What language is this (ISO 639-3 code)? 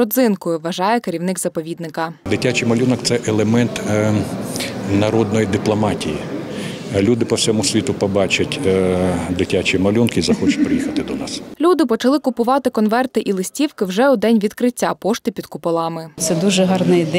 ukr